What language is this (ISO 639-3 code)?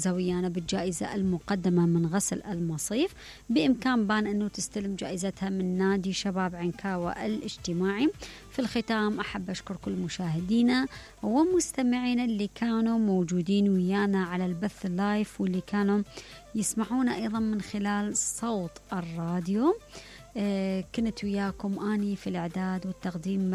acm